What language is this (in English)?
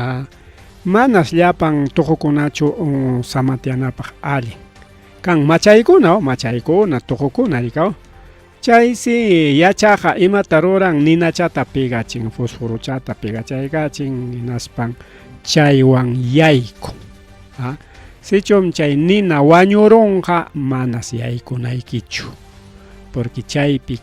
Ayacucho Quechua